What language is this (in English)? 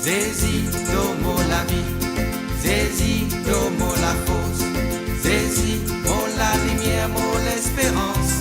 Morisyen